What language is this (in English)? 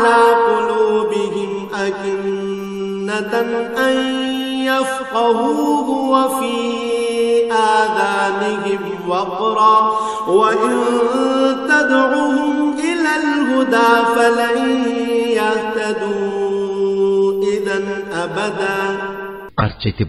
Bangla